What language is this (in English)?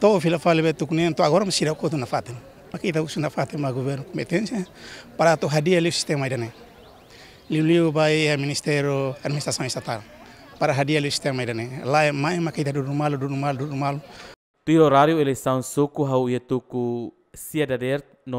Tetum